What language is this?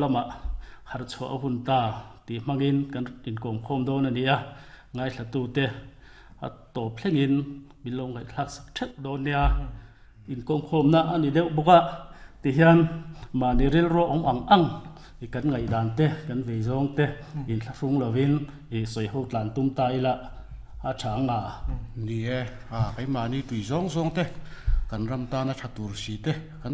Mizo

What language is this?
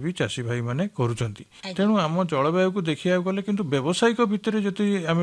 Odia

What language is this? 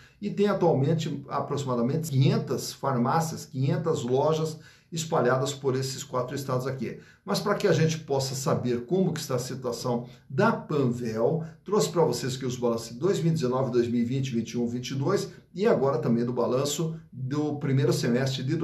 Portuguese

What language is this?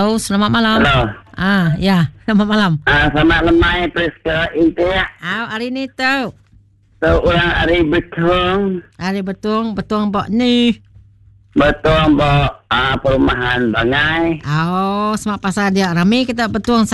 Iban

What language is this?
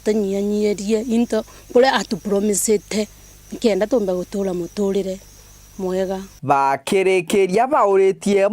Meru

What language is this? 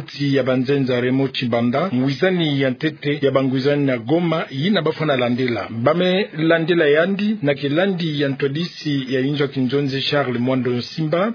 Kituba (Democratic Republic of Congo)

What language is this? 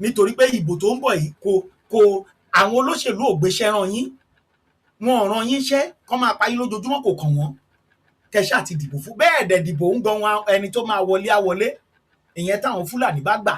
Yoruba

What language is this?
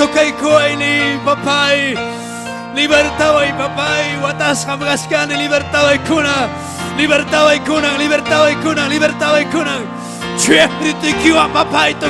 Ayacucho Quechua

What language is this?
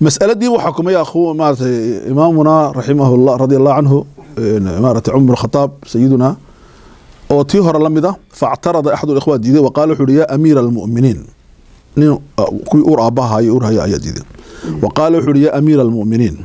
Somali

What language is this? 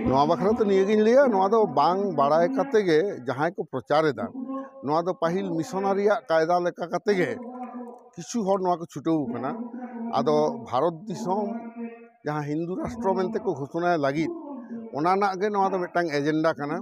Santali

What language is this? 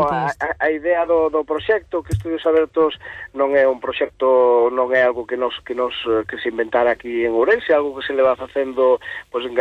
Galician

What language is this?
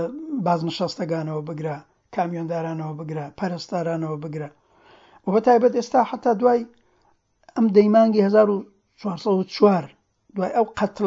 Central Kurdish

